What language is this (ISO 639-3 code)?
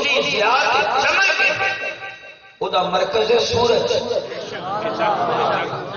urd